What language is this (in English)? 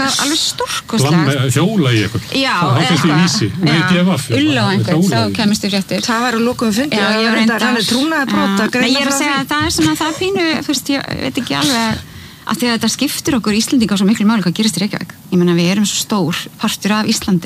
Icelandic